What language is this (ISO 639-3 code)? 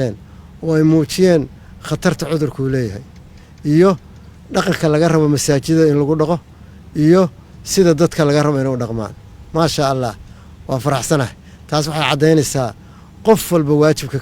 som